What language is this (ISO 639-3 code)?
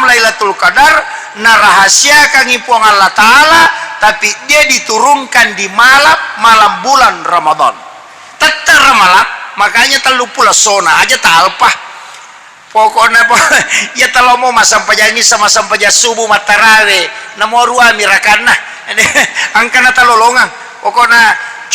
bug